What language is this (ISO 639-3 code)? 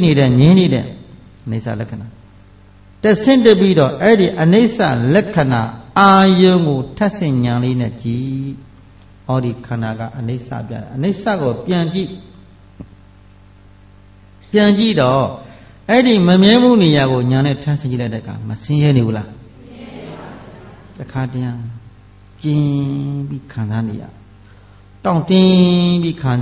mya